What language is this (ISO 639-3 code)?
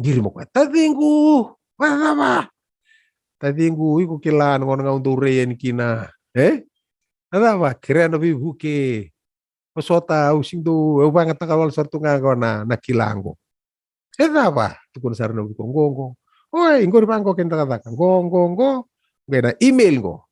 fij